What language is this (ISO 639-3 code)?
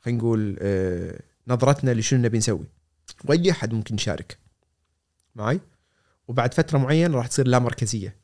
afb